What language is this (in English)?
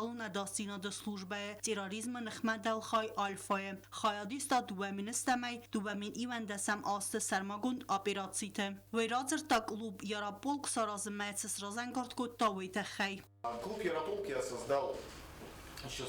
Ossetic